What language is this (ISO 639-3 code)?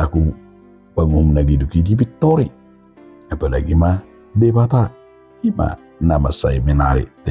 bbc